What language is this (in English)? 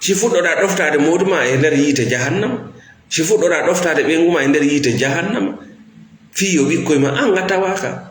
Fula